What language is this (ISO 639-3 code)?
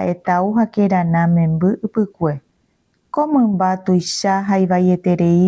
grn